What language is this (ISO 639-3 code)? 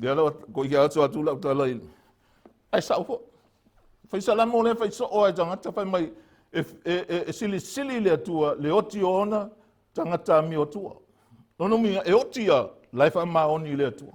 smo